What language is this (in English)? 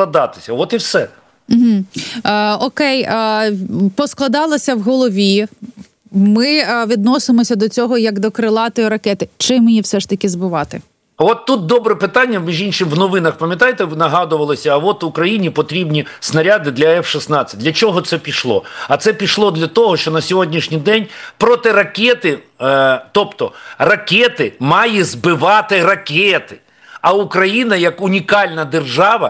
Ukrainian